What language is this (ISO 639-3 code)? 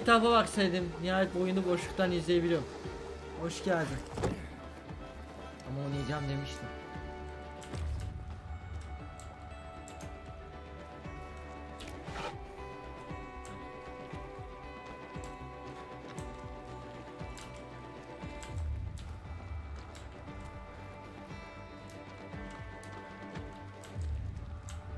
tur